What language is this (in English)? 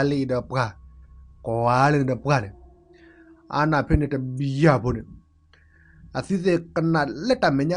S'gaw Karen